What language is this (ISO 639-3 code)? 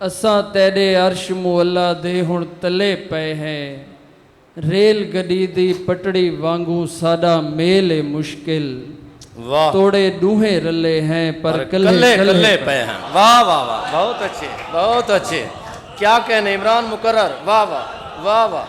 skr